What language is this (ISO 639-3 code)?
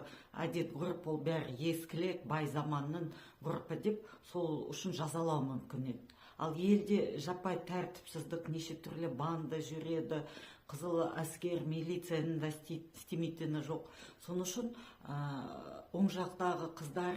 kaz